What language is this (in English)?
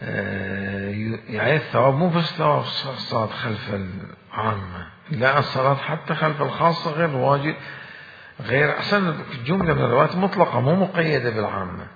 Mesopotamian Arabic